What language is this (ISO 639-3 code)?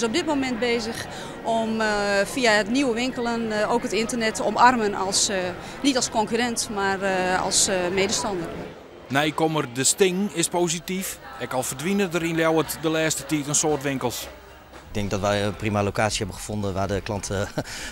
fry